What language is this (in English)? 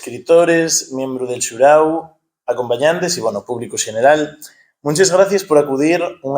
Asturian